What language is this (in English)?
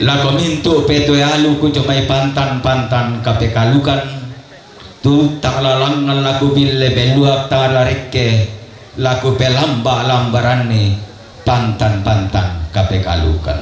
Toraja-Sa'dan